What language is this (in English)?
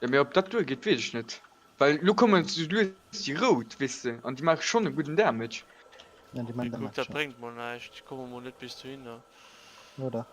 Luxembourgish